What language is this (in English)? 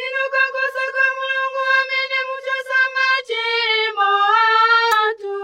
Nyanja